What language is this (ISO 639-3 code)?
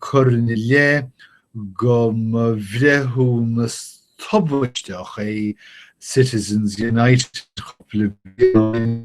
gle